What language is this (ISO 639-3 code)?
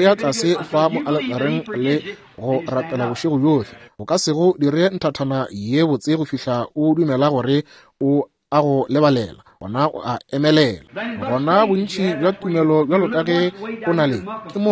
nso